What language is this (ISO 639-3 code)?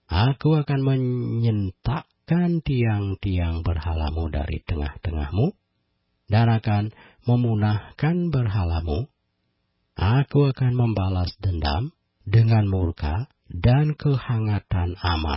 ind